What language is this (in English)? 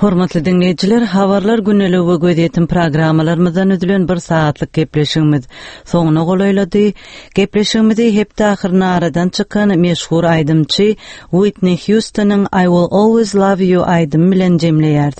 Turkmen